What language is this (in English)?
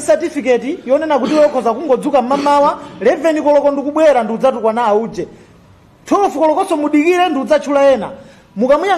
Nyanja